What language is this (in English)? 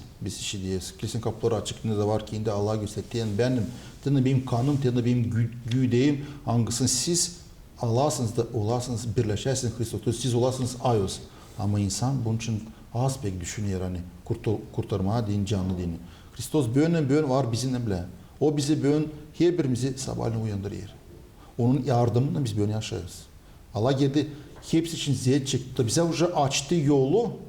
Gagauz